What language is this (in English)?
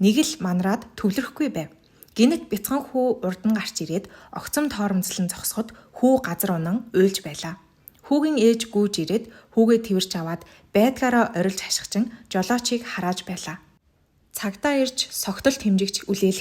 Mongolian